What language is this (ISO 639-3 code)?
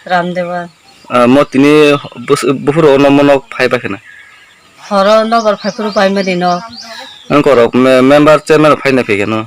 trp